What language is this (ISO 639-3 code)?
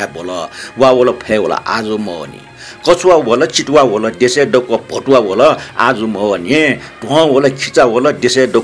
new